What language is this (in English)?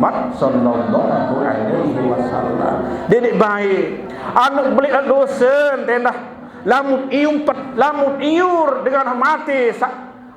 Sasak